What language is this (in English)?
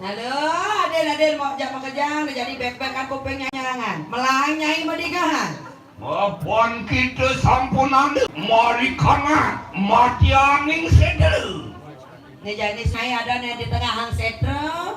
Balinese